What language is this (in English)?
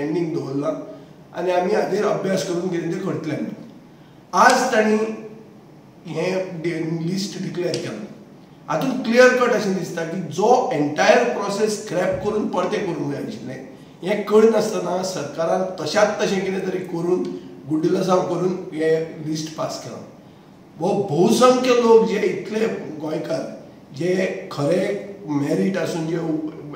Konkani